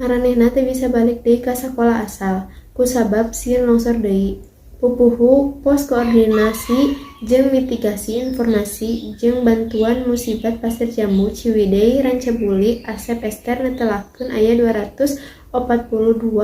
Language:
Sundanese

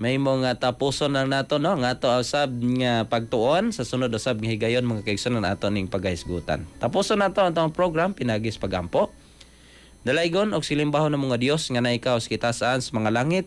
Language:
Cebuano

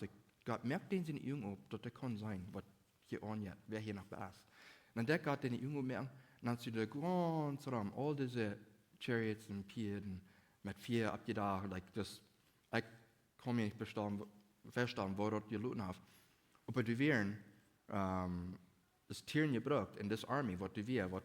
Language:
Plautdietsch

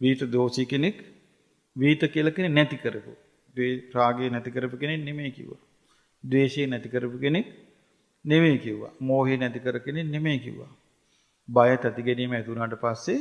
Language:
Sinhala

